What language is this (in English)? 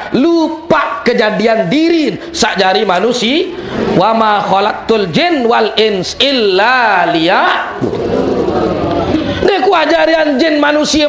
Sasak